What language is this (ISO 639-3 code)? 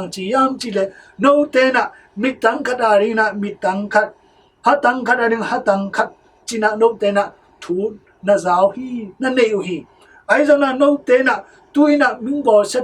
ctd